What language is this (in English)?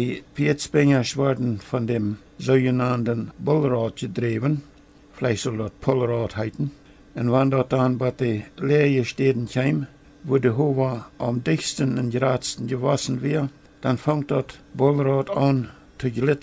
Plautdietsch